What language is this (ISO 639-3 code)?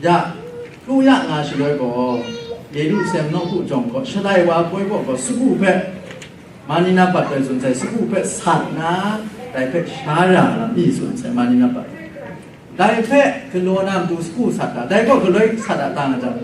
kac